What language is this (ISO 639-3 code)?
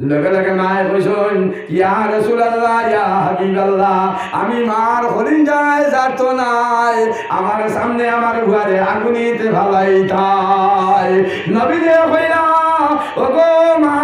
syl